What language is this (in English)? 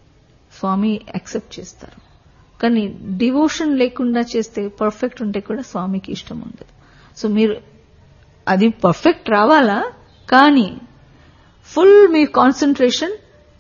Telugu